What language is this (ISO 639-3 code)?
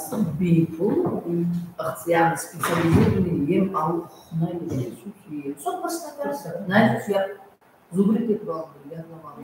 kaa